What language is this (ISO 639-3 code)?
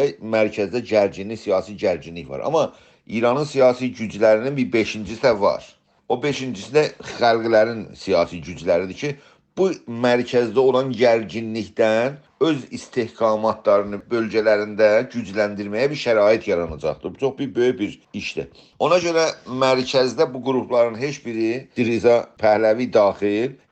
azb